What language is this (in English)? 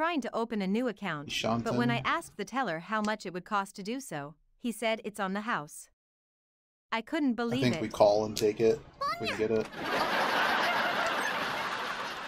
English